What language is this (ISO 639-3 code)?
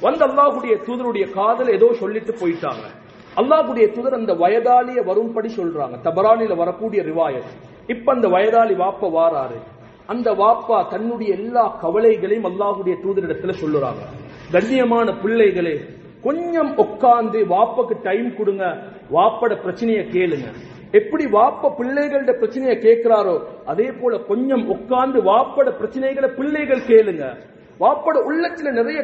tam